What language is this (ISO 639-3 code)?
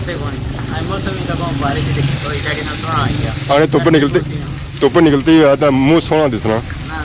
phr